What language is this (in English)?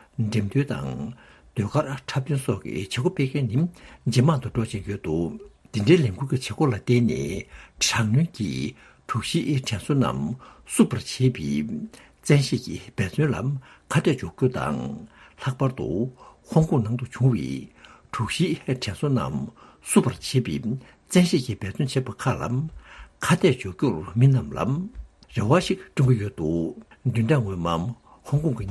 Tibetan